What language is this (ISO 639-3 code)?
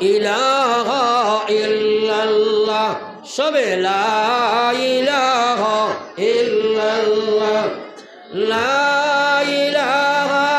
syl